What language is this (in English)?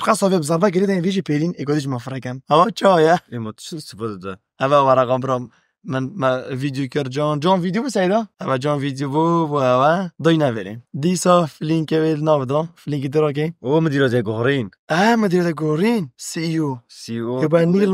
Kurdish